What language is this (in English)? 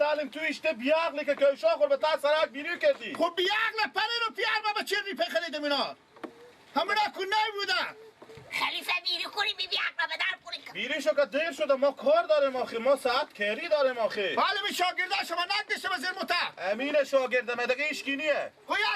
Persian